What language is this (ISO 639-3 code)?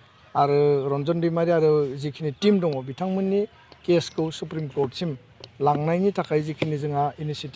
brx